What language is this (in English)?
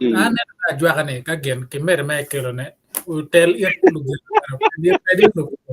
Acoli